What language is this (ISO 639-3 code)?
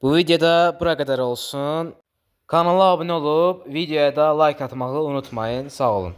aze